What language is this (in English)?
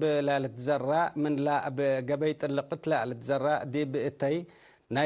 Tigre